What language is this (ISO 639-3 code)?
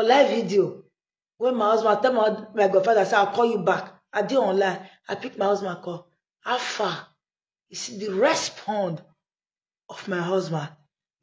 pcm